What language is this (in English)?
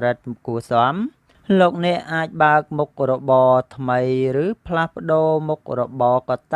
Khmer